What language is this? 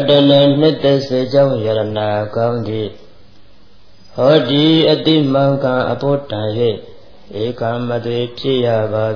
Burmese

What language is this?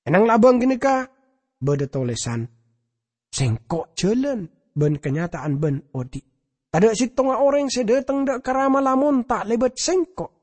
Madurese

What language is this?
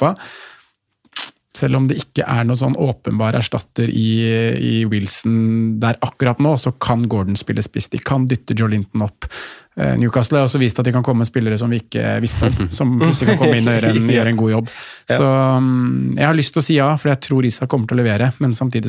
Norwegian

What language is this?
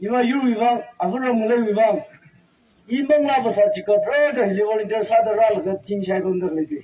Tangkhul Naga (India)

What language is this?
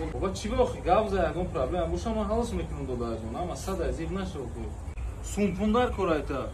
Tajik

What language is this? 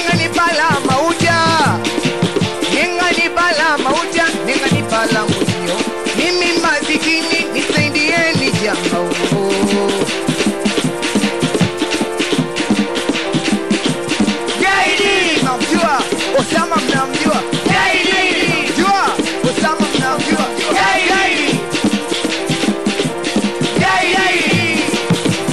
Swahili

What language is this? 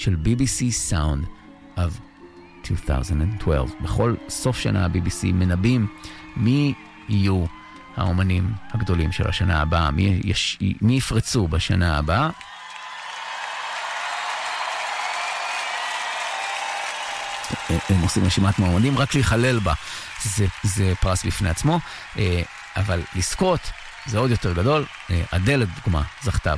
Hebrew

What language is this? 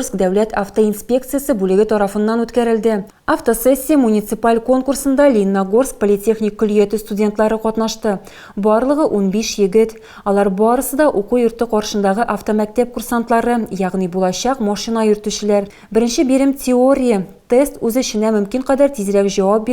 Tatar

